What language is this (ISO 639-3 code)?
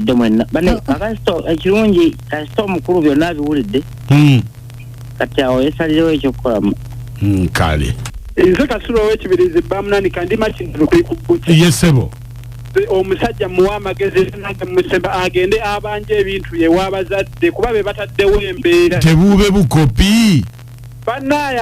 lug